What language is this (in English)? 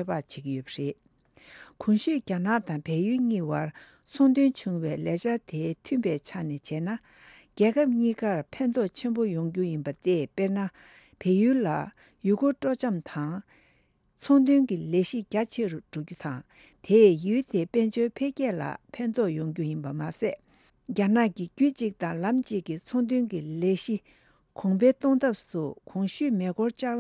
Tibetan